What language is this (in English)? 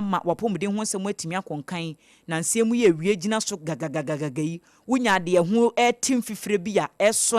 Akan